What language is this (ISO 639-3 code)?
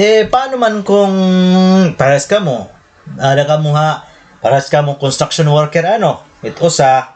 war